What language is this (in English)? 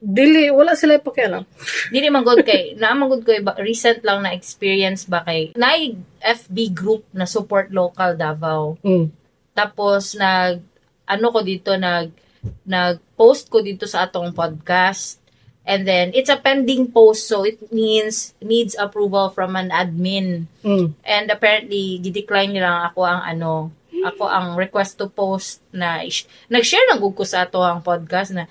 Cebuano